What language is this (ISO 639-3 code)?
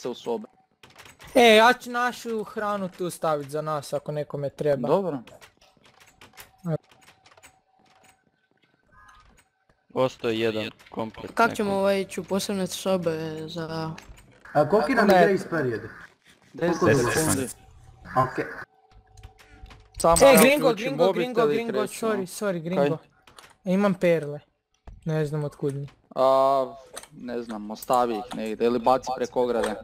hrv